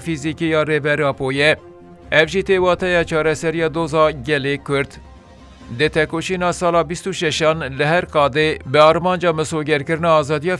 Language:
Kurdish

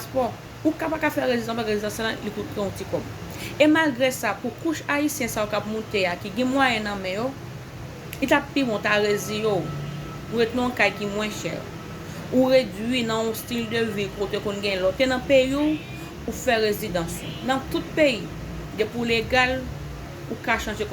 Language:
Haitian Creole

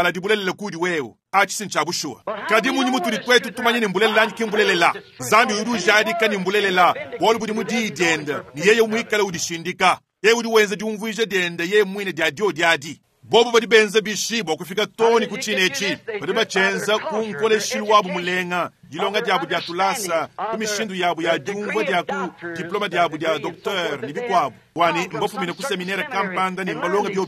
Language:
Luba-Lulua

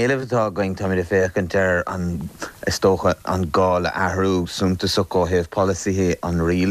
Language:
Irish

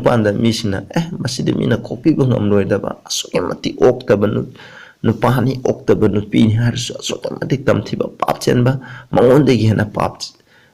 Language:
Manipuri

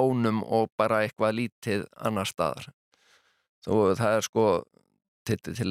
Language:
Icelandic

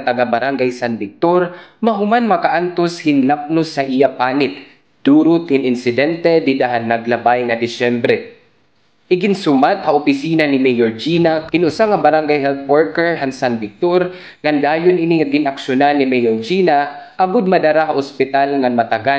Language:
Waray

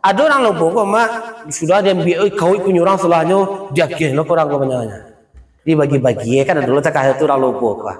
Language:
Minangkabau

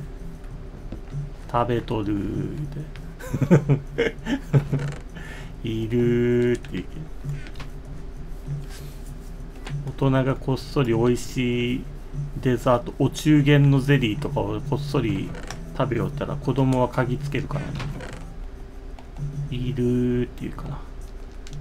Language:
Japanese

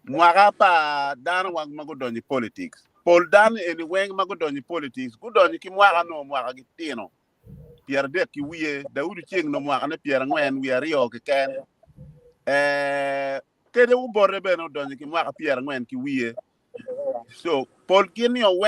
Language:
Acoli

